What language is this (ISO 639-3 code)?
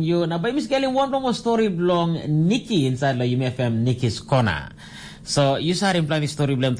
tpi